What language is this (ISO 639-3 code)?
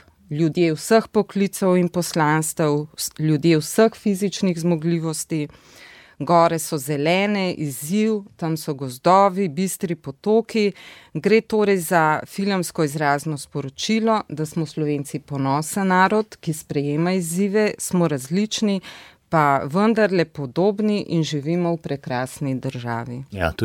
slv